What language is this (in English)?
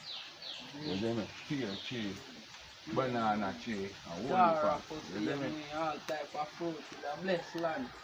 Jamaican Creole English